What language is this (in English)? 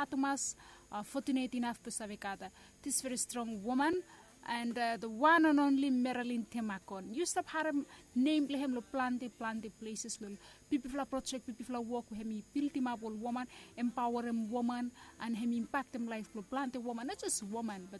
Bislama